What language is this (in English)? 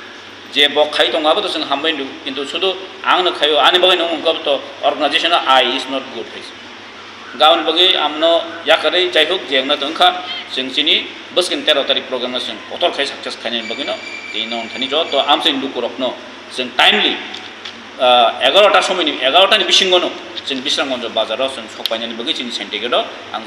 Kok Borok